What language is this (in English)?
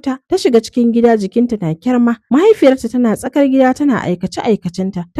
Hausa